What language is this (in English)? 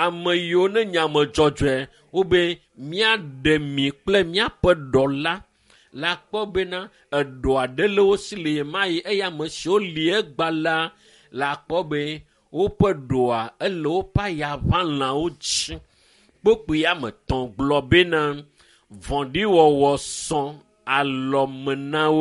Ewe